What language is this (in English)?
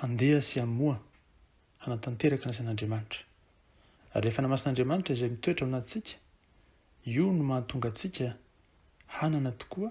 Malagasy